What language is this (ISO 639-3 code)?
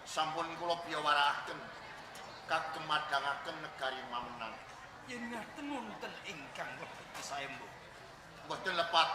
jav